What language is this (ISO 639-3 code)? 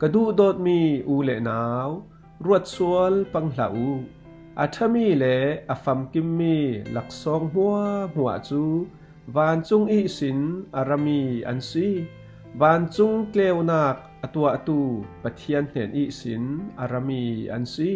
cfm